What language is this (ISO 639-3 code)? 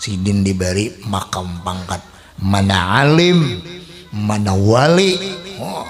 bjn